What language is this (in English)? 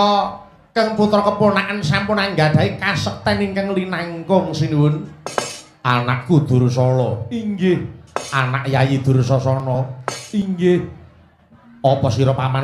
Javanese